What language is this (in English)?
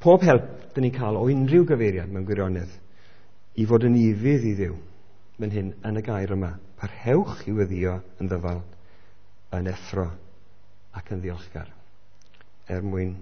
Welsh